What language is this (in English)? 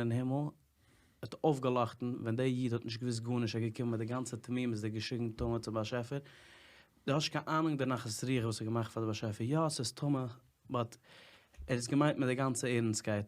Yiddish